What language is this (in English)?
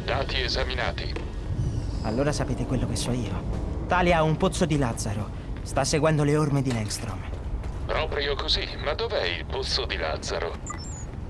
Italian